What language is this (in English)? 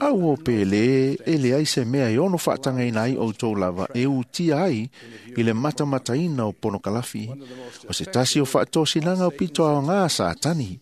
Samoan